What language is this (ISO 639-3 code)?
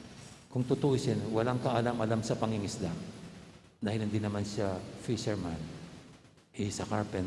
pam